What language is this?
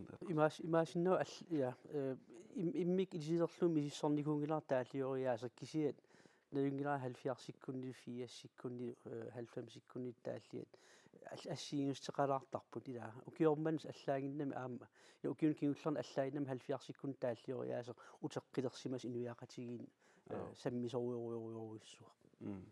Kalaallisut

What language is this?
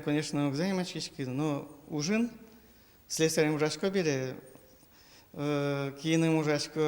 Udmurt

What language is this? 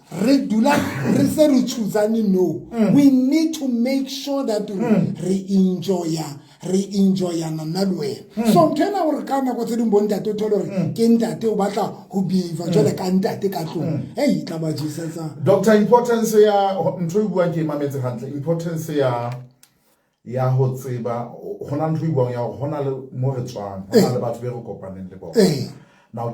Southern Sotho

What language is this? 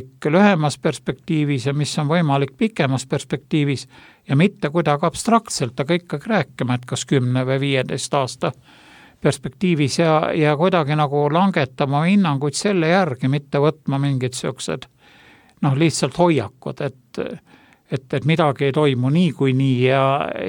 Estonian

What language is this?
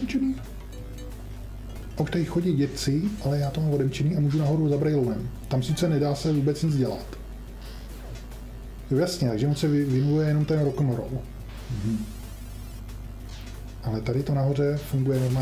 Czech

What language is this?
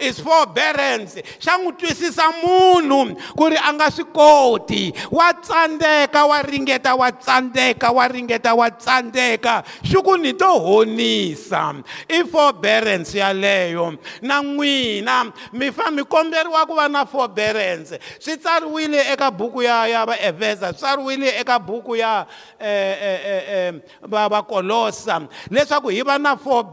Tsonga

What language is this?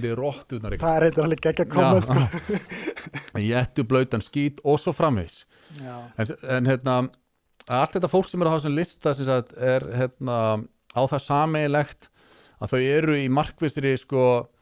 Icelandic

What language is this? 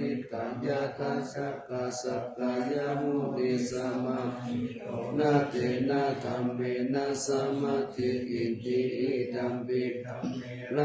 Pali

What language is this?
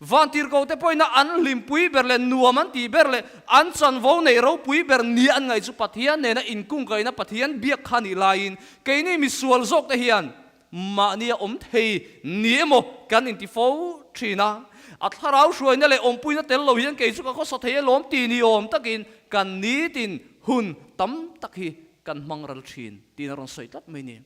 Mizo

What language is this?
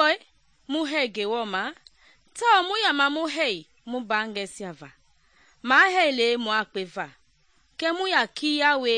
Mende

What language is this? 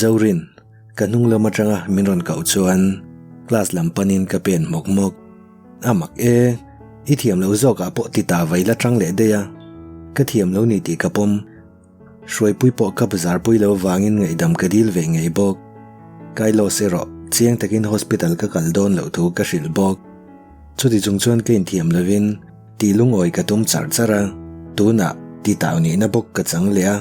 Mizo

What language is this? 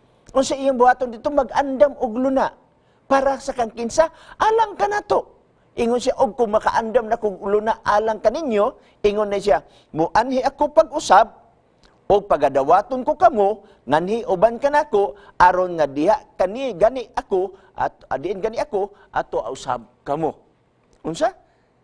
Cebuano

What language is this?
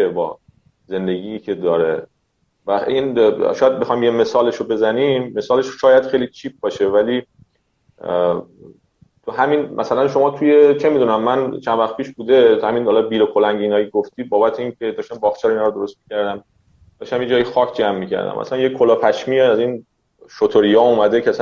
Persian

